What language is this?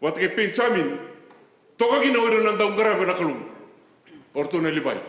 Fijian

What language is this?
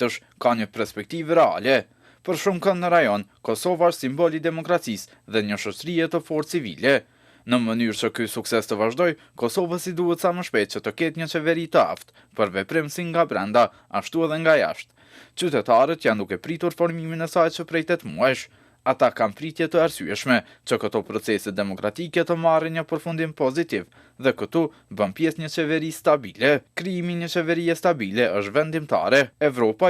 Albanian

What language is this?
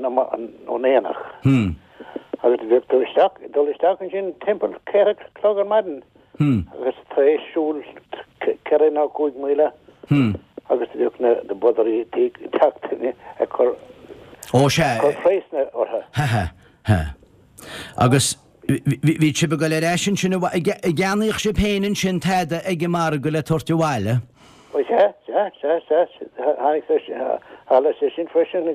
Irish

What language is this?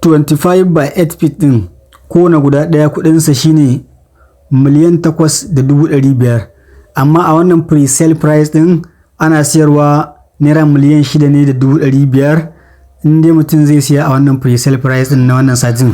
Hausa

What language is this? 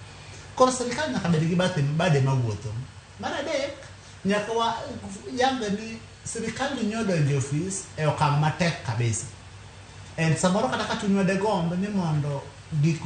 Luo (Kenya and Tanzania)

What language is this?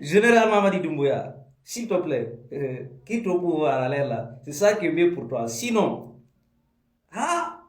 Pular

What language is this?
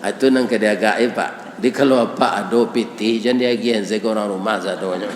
Minangkabau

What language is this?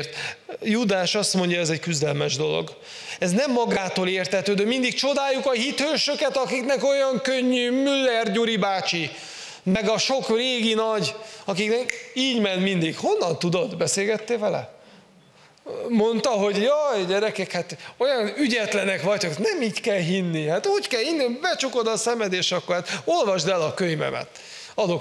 Hungarian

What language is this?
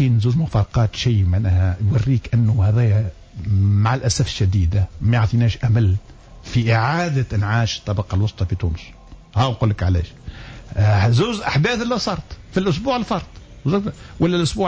Tunisian Arabic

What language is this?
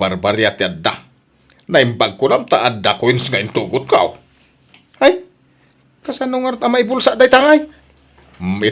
Iloko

